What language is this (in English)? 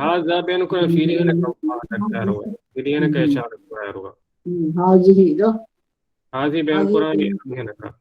Divehi